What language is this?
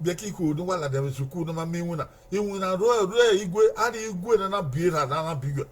Bini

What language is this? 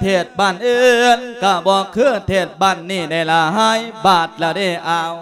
Lao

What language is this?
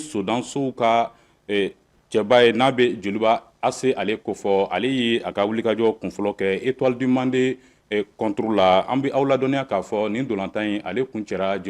Bambara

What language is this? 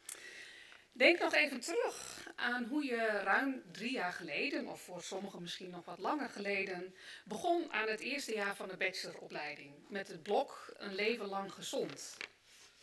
Dutch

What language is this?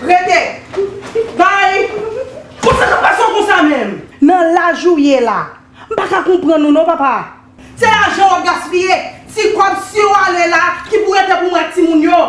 Haitian Creole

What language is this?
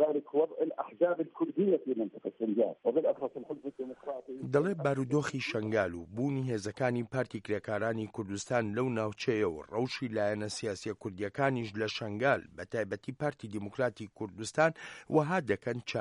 Central Kurdish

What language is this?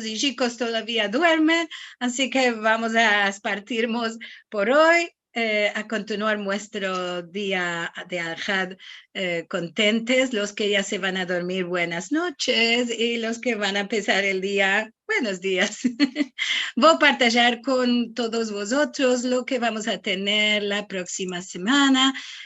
Ladino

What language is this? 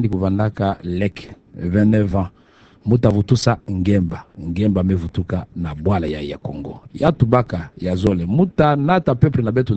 Kituba (Democratic Republic of Congo)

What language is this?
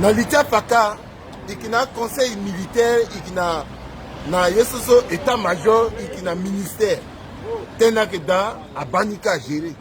Sango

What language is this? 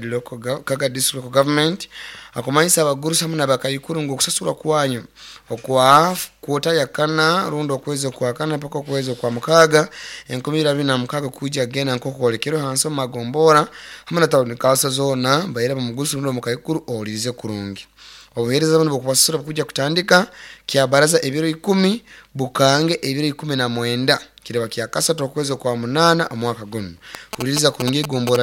Nyoro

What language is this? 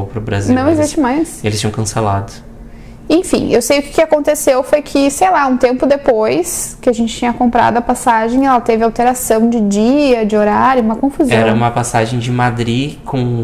Portuguese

